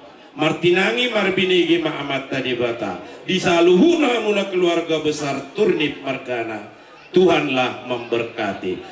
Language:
Batak Toba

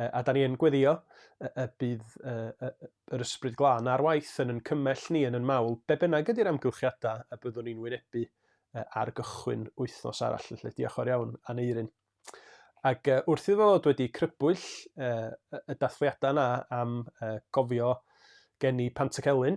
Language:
Welsh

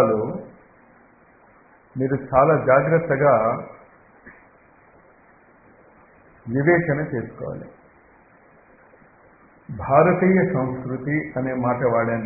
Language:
Telugu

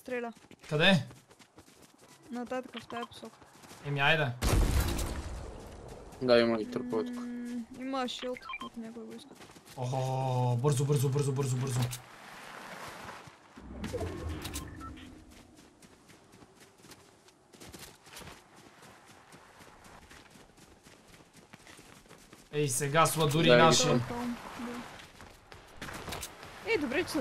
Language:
Bulgarian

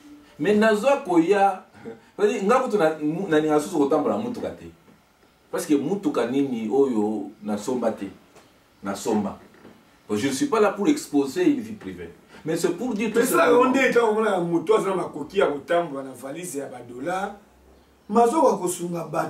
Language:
Lingala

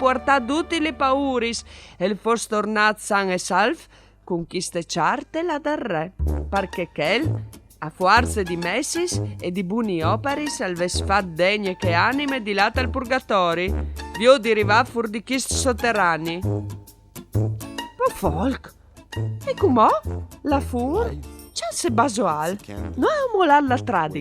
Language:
Friulian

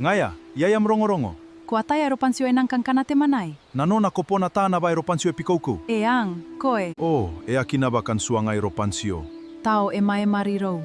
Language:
Gilbertese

